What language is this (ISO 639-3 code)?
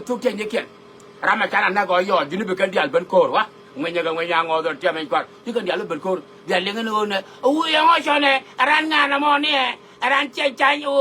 nus